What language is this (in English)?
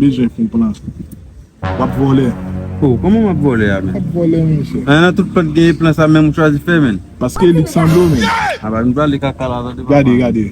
Haitian Creole